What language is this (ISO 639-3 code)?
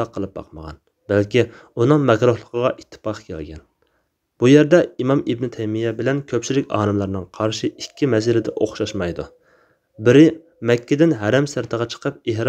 uig